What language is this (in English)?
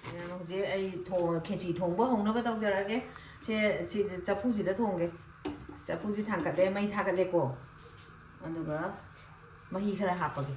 Manipuri